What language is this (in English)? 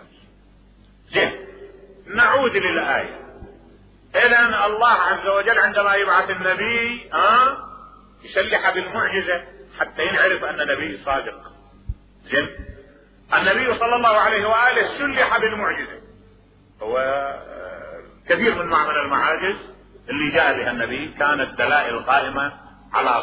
Mesopotamian Arabic